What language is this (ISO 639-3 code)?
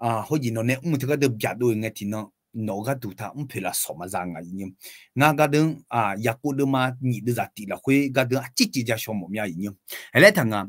ahk